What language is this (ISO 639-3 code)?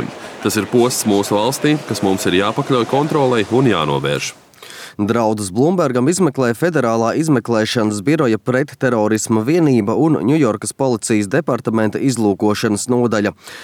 lav